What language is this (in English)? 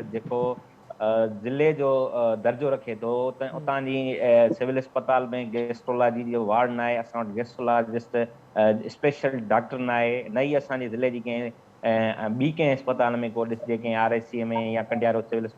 Sindhi